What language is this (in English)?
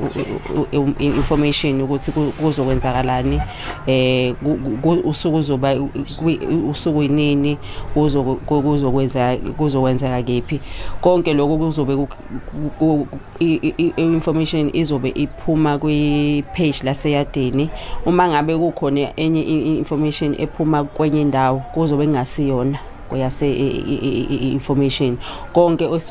Zulu